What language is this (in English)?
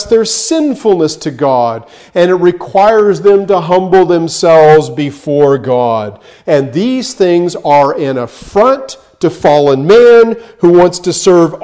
English